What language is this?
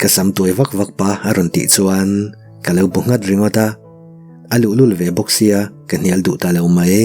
Mizo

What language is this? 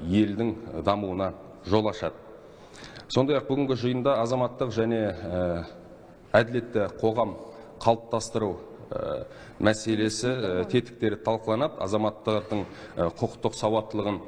Kazakh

